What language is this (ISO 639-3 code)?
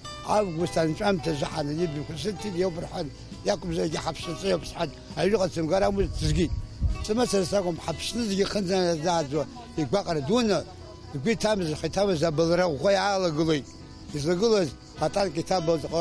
abk